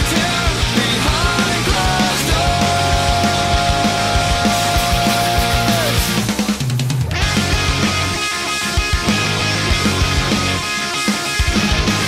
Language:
English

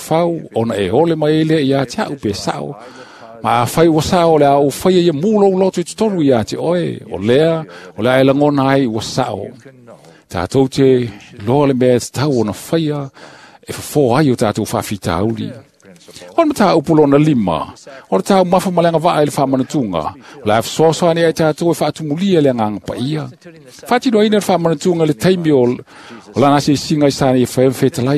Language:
Samoan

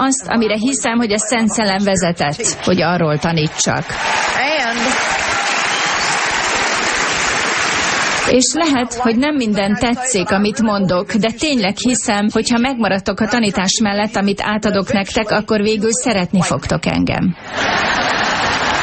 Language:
Hungarian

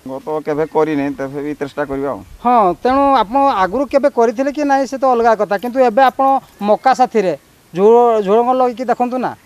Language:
Odia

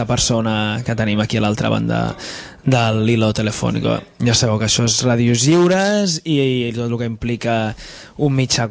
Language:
Catalan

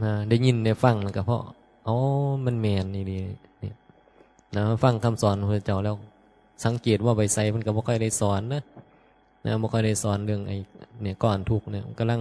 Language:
Northeastern Thai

